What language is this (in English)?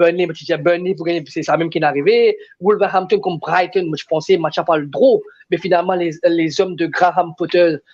Morisyen